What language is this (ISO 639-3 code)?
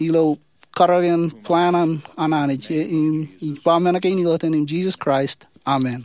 mah